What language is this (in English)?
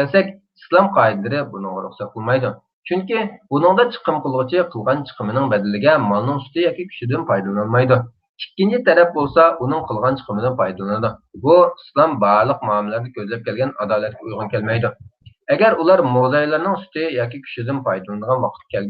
Uyghur